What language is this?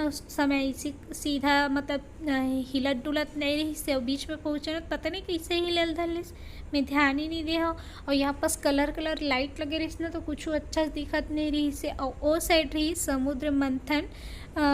Chhattisgarhi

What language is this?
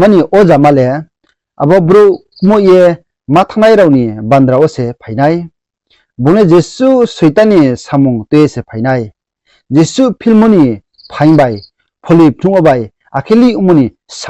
Riang (India)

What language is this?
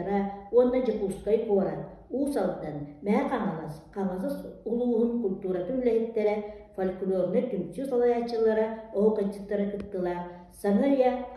Yakut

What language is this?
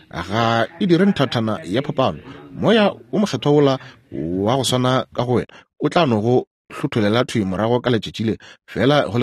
Northern Sotho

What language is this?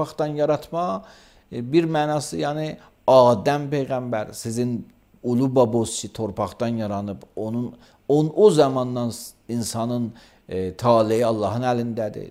Azerbaijani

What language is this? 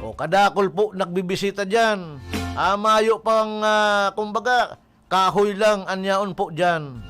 Bikol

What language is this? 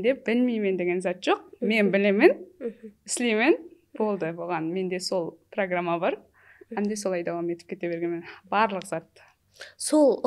Kara-Kalpak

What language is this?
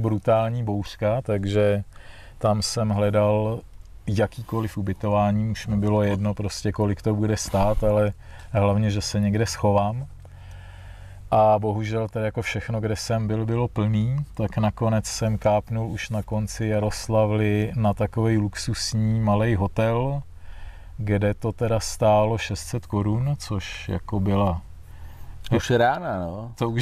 Czech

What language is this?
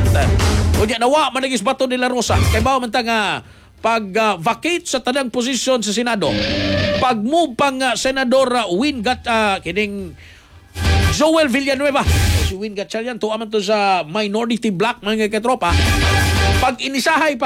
Cebuano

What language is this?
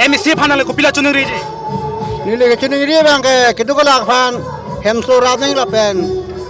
Karbi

